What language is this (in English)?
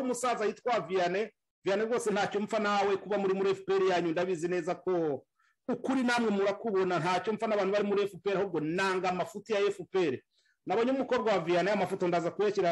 Kinyarwanda